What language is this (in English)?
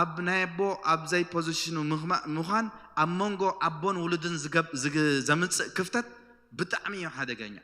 Tigrinya